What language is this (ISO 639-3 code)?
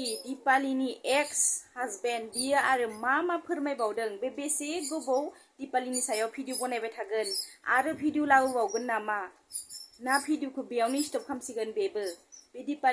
brx